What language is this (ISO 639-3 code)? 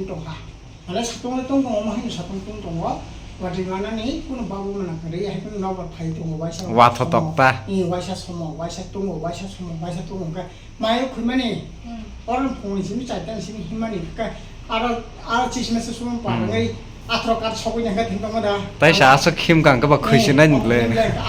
trp